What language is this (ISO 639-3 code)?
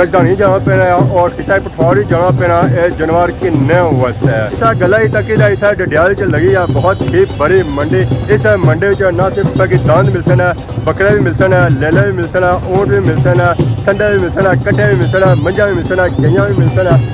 phr